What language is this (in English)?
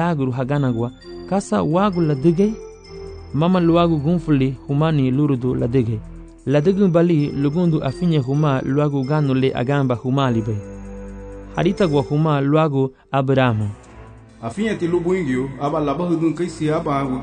Garifuna